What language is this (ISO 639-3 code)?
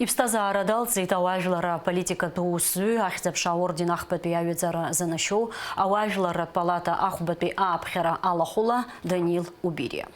abk